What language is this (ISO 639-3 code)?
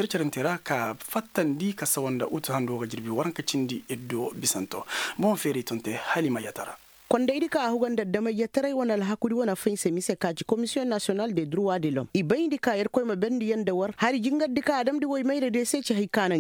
ses